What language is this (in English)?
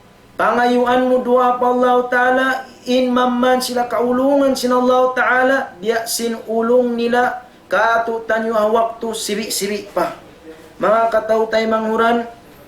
Tausug